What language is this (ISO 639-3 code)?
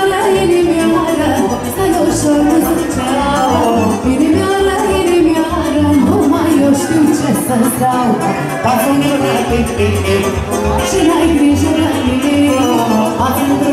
ron